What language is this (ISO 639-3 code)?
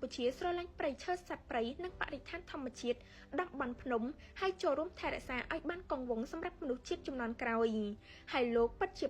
khm